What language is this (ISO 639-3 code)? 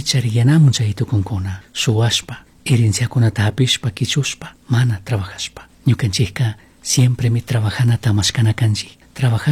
qug